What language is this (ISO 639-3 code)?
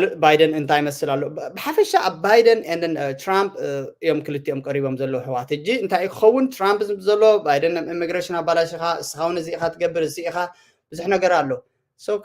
tir